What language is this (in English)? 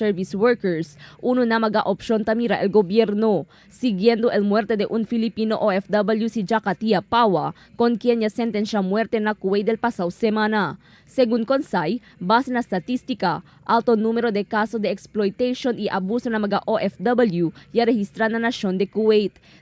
Chavacano